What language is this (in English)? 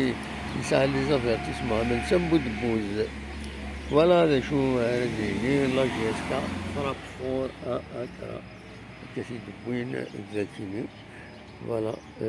Kabyle